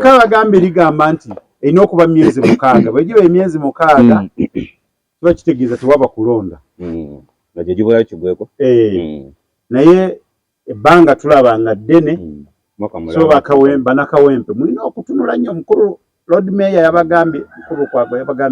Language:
Ganda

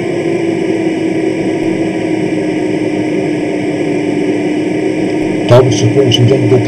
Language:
Danish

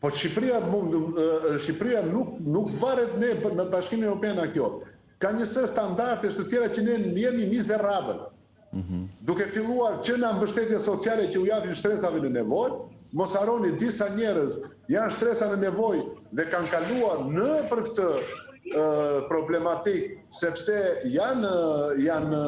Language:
Albanian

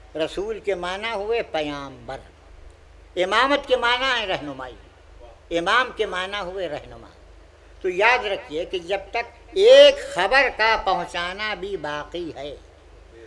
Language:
Urdu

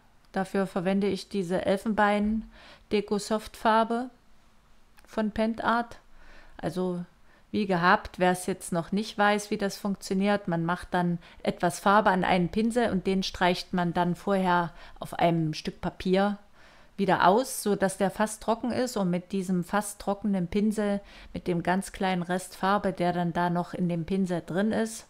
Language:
German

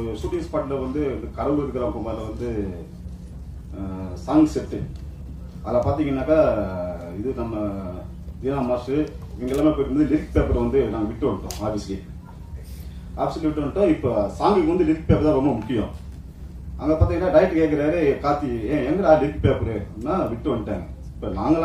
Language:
Tamil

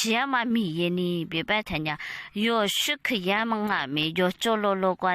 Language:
Lisu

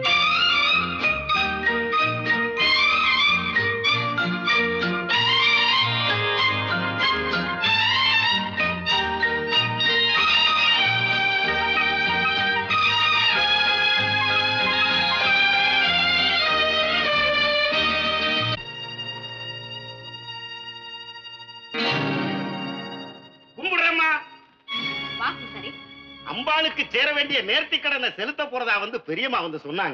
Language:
Tamil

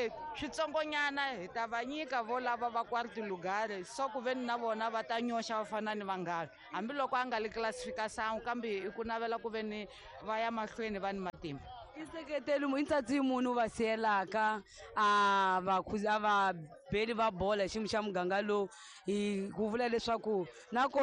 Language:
Tsonga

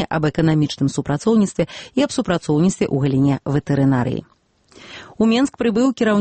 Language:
Belarusian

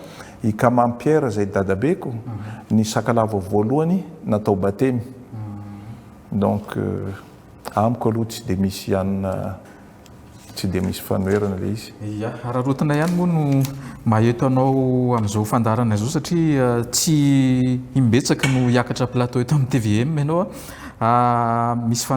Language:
Malagasy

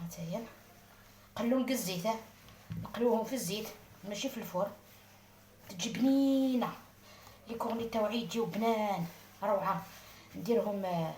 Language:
Algerian Arabic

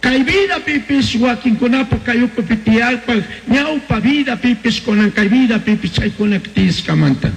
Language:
Chimborazo Highland Quichua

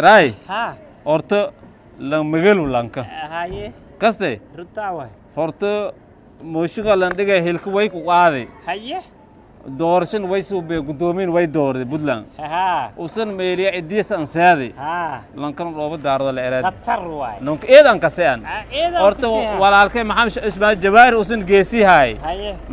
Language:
Somali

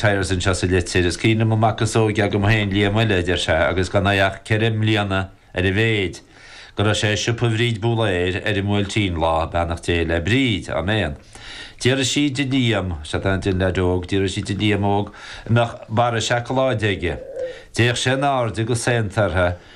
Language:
Irish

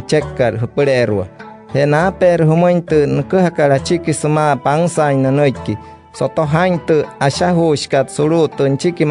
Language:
Wayuu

